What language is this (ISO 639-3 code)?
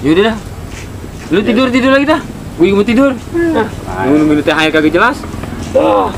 bew